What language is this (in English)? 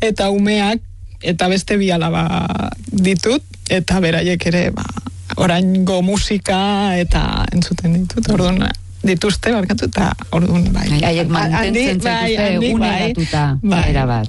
Basque